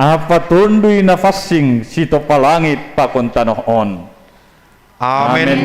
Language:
Batak Simalungun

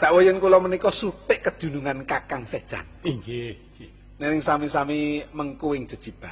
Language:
Javanese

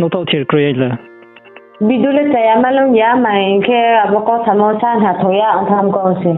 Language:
Riang (India)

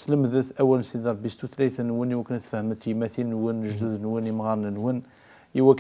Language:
Kabyle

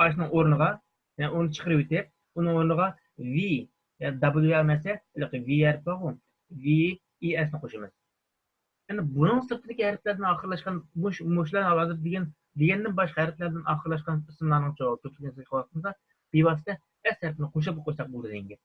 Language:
Uyghur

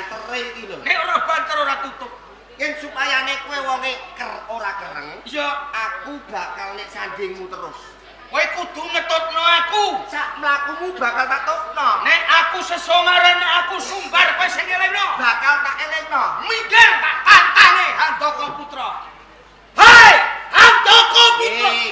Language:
Javanese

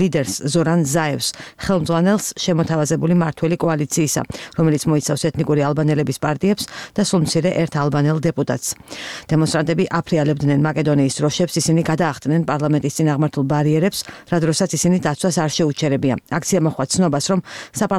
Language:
Georgian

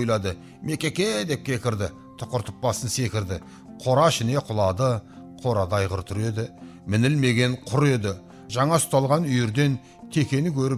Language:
Kazakh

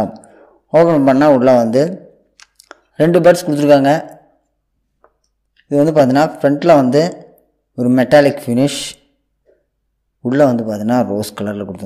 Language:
Tamil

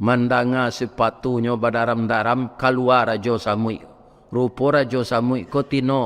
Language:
Minangkabau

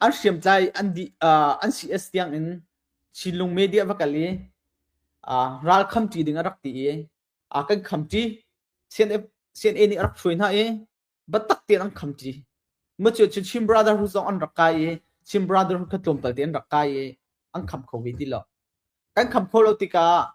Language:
Hakha Chin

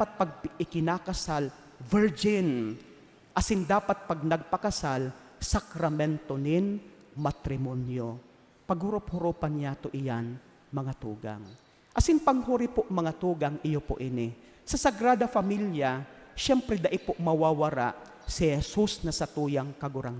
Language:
Bikol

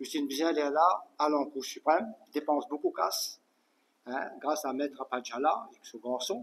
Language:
Morisyen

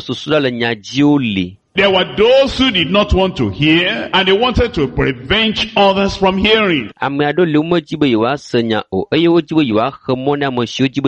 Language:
Ewe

